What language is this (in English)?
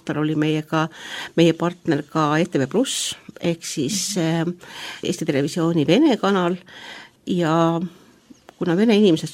Estonian